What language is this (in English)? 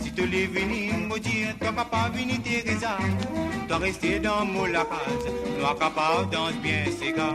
Morisyen